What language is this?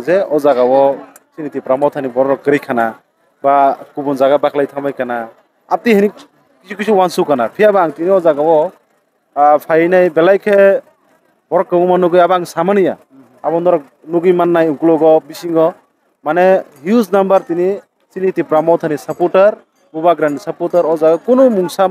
Kok Borok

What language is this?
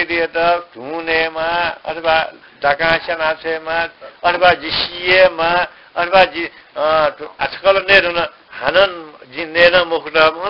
Newari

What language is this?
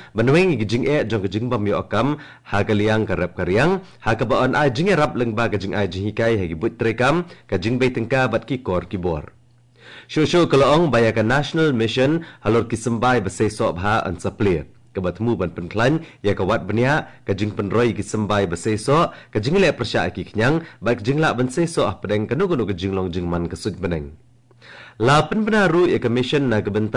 Khasi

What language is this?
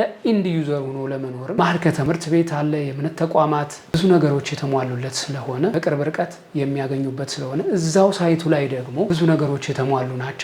Amharic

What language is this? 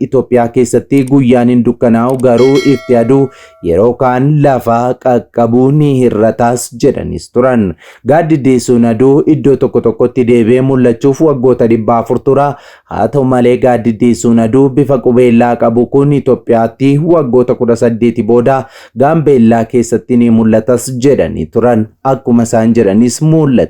Oromo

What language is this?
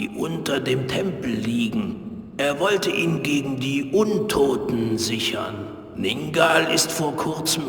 Bavarian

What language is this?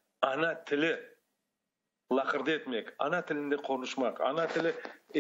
Crimean Tatar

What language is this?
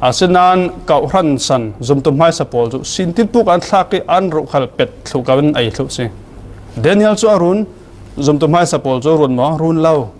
Falam Chin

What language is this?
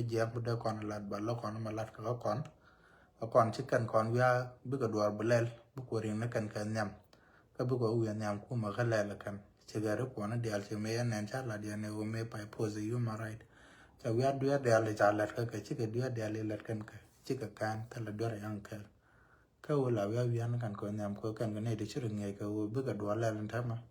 Nuer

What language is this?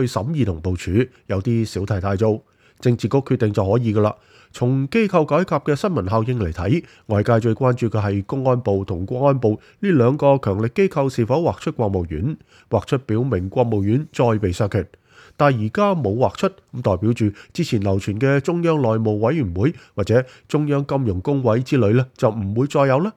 Cantonese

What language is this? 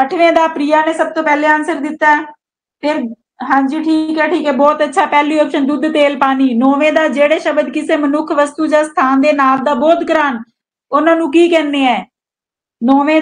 Punjabi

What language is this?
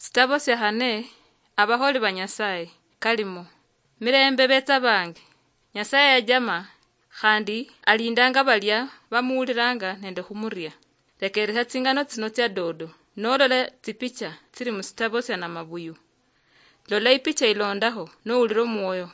Luyia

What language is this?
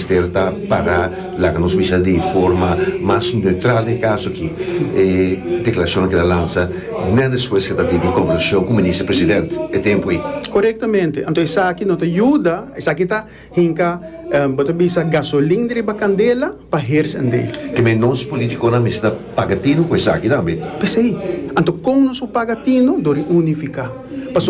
Papiamento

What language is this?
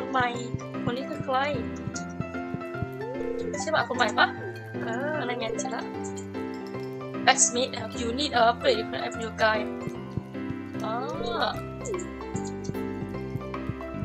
Thai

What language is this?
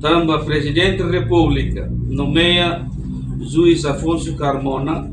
Tetum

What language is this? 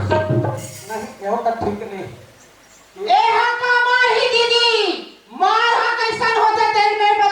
Chhattisgarhi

